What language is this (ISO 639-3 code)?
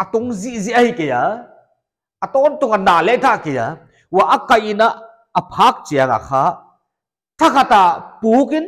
pck